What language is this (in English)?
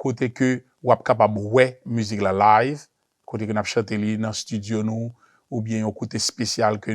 Haitian Creole